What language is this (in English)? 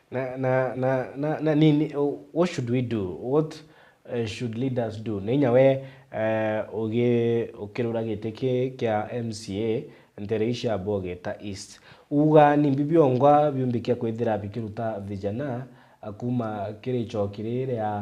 Meru